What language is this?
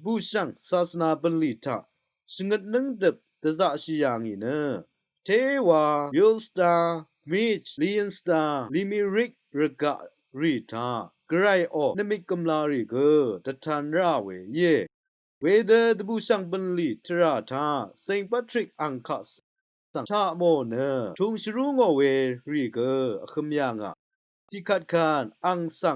Rawang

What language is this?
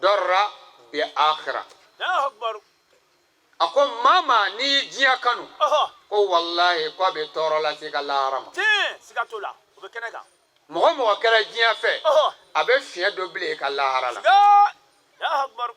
Bambara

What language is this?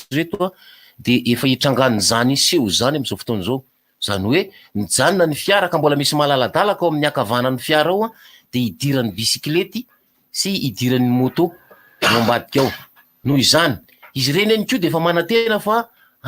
Malagasy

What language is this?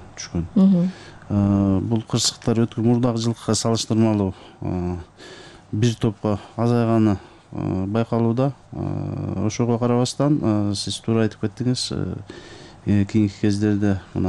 Kyrgyz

